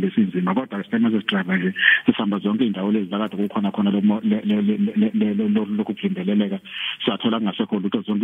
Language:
Zulu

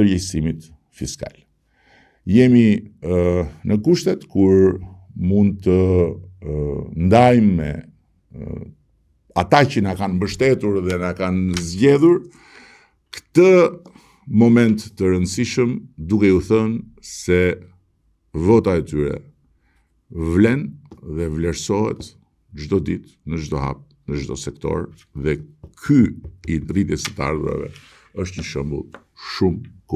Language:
Albanian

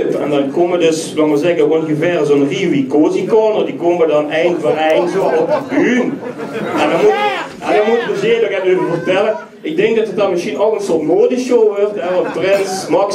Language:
Limburgish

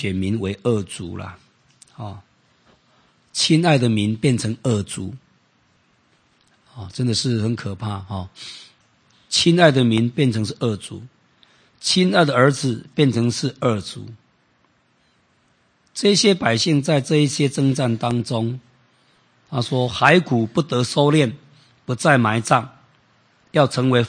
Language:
Chinese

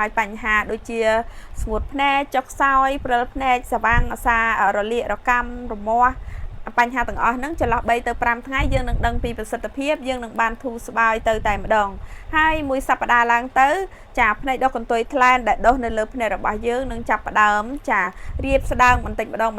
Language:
Khmer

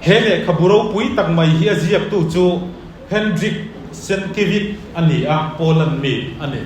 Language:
Mizo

